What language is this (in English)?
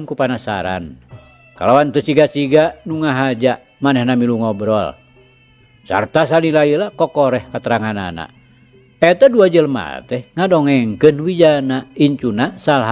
Sundanese